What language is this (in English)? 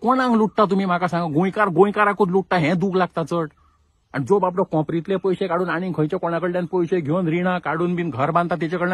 Konkani